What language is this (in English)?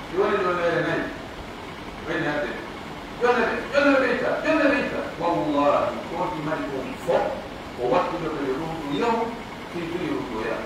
Pular